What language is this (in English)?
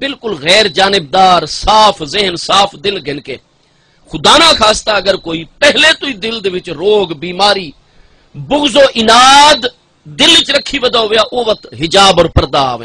Saraiki